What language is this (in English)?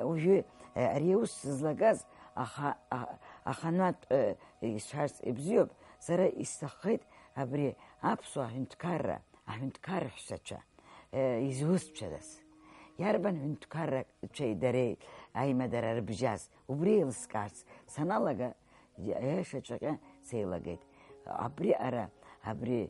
Abkhazian